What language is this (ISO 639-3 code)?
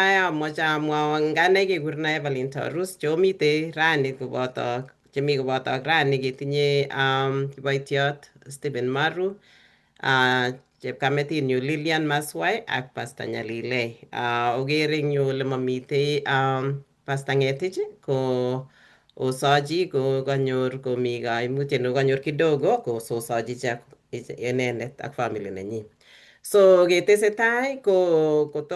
kln